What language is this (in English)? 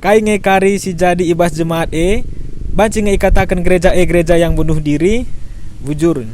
Batak Karo